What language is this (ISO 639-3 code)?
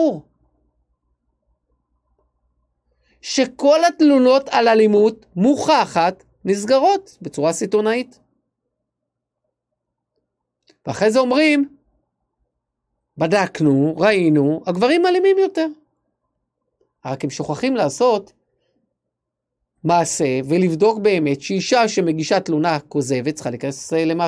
heb